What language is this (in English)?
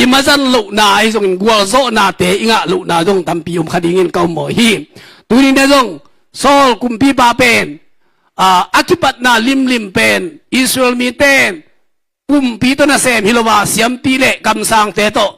Tedim Chin